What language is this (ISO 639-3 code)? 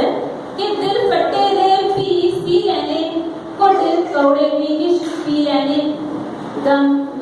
doi